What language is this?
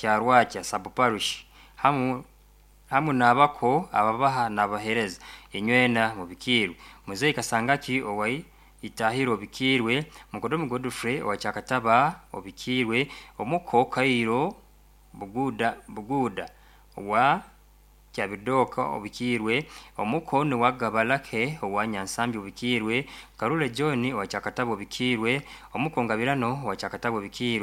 Nyoro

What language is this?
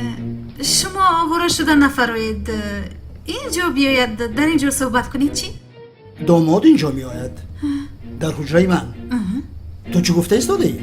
Tajik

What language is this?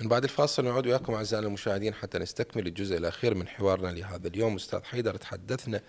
Mesopotamian Arabic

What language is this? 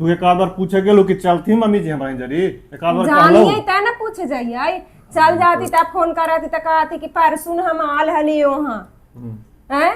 Magahi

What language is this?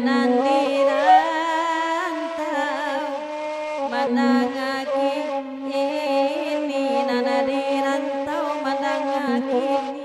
Minangkabau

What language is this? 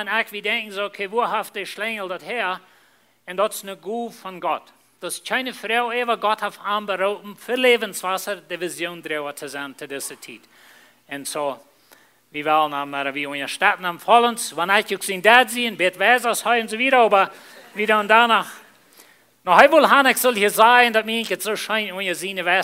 Plautdietsch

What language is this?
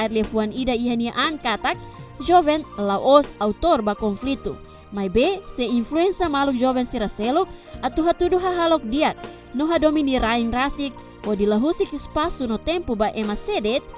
Tetum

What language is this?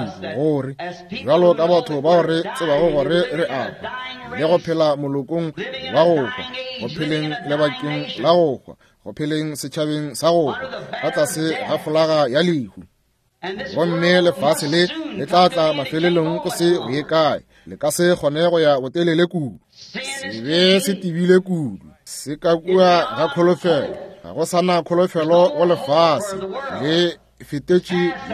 Northern Sotho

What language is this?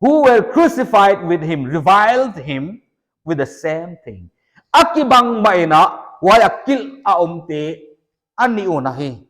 Paite Chin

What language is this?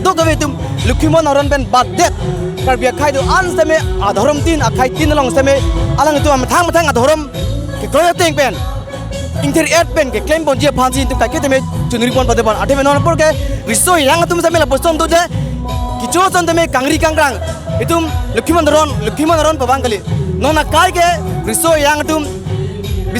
Karbi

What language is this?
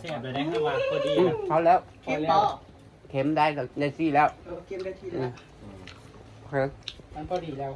Northeastern Thai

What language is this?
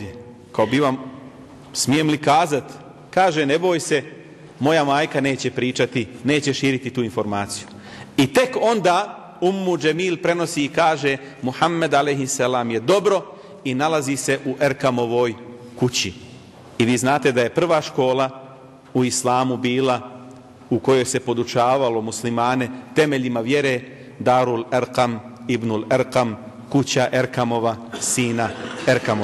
Bosnian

